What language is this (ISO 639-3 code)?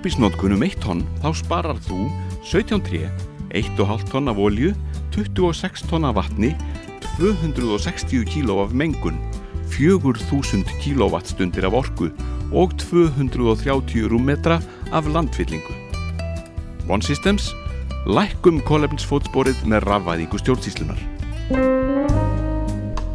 isl